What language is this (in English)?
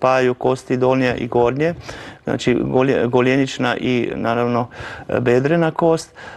Croatian